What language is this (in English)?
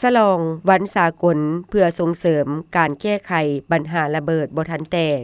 Lao